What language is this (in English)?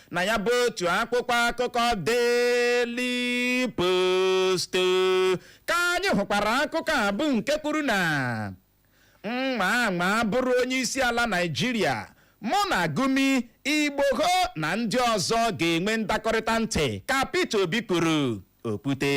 Igbo